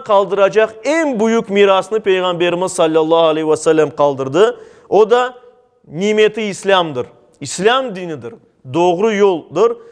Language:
Crimean Tatar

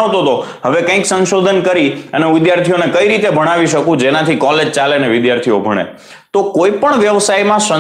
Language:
Gujarati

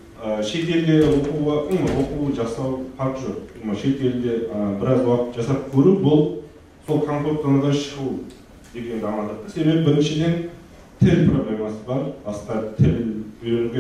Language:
Kara-Kalpak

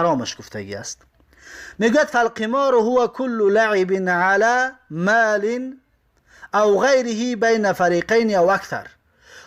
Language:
Tajik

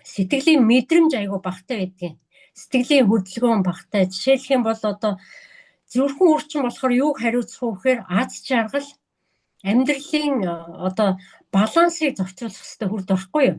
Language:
Mongolian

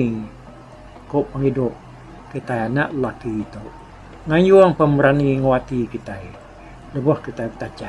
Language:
Iban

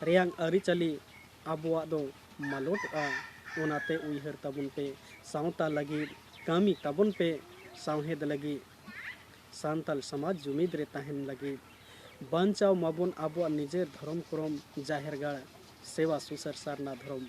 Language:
Santali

